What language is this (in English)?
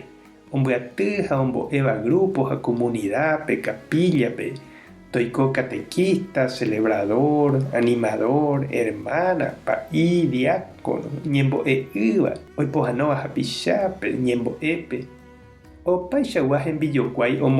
Guarani